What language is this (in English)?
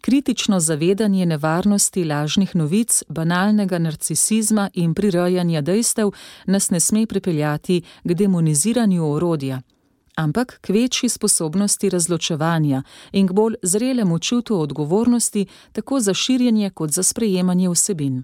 Slovenian